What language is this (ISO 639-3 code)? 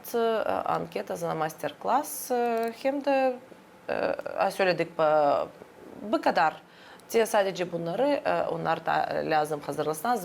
gag